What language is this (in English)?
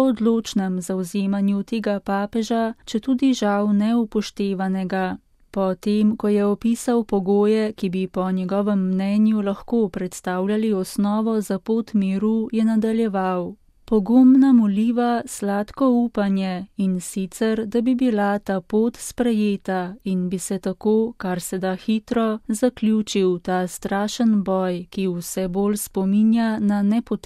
Slovenian